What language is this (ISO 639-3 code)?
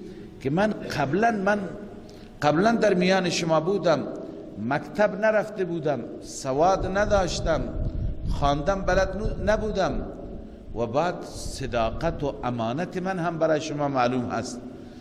fas